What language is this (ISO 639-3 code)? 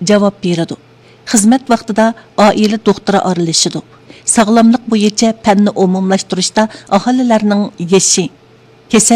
uig